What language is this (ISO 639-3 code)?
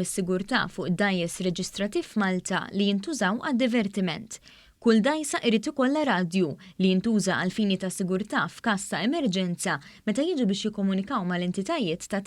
mlt